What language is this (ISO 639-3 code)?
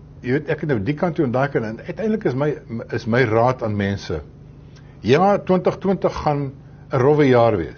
afr